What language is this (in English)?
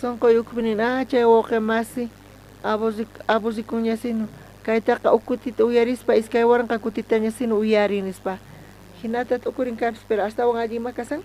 South Bolivian Quechua